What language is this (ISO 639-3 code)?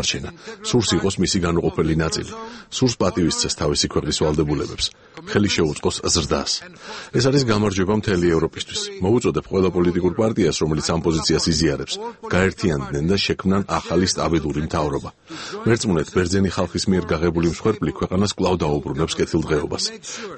kat